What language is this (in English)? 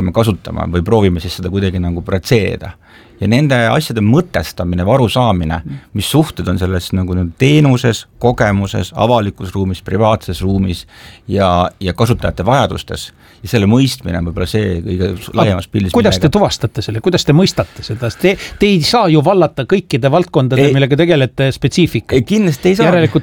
Estonian